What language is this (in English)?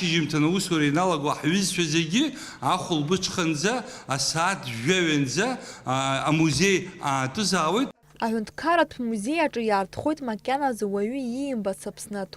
Abkhazian